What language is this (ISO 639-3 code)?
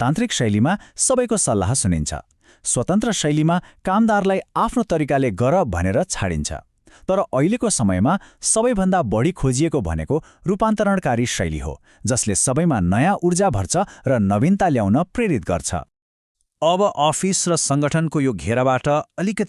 nep